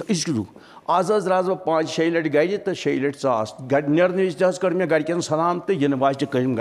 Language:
Kashmiri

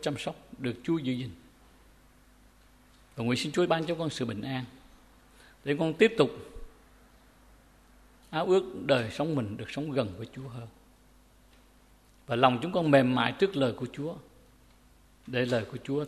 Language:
Vietnamese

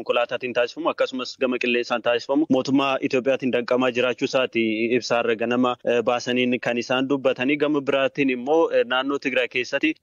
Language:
Oromo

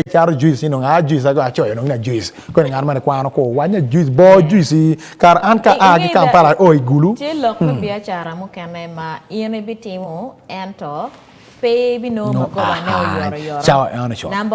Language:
Acoli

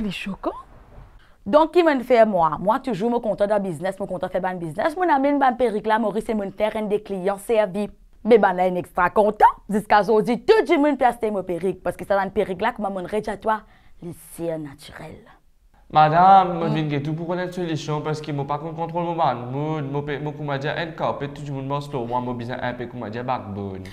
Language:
Morisyen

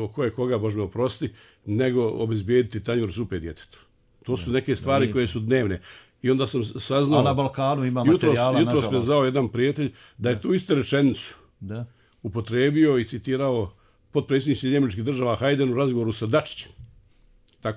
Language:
Bosnian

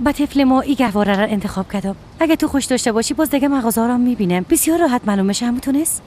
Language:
Persian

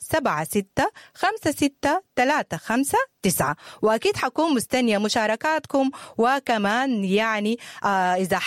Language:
Sudanese Arabic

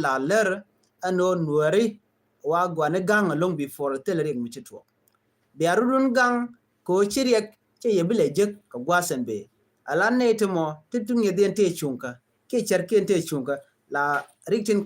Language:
Nuer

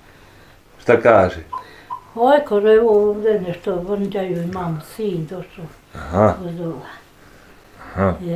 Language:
Bosnian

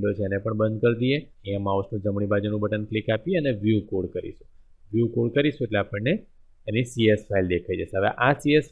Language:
Gujarati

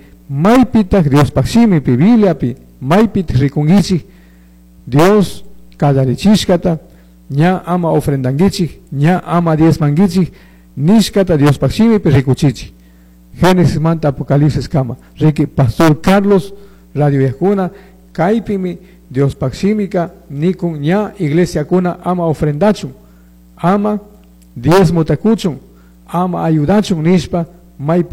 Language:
Chimborazo Highland Quichua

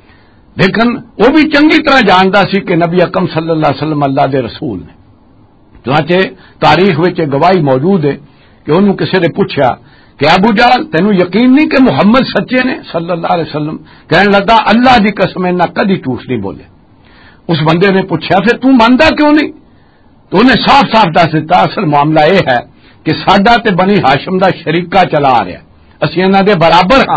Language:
Western Panjabi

